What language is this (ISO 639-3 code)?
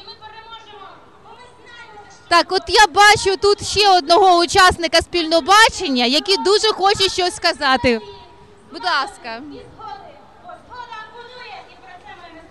ukr